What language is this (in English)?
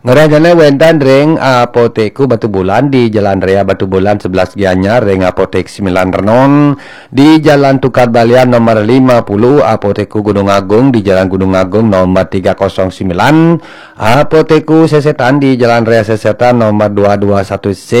Balinese